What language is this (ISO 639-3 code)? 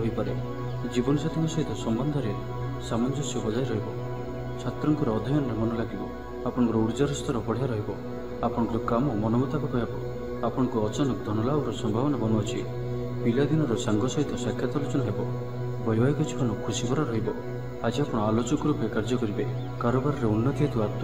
ori